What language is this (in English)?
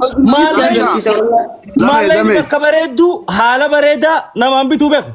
Oromo